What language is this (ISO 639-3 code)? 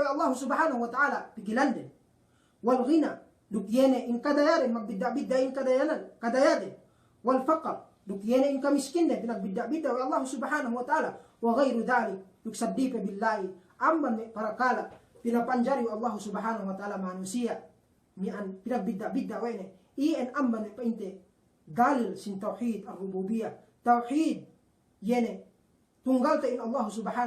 yka